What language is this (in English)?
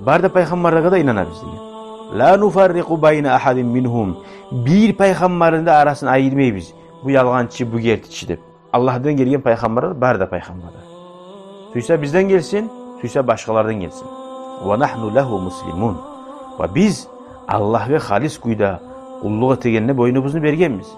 Kumyk